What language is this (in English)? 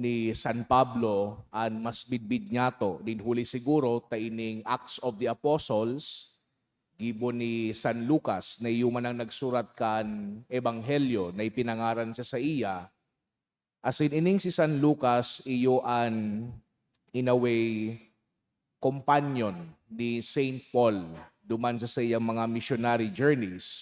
Bikol